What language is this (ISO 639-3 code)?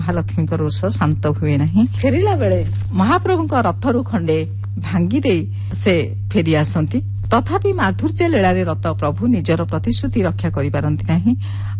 ori